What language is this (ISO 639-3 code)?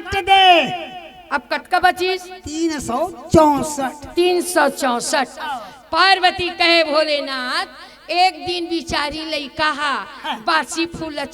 hne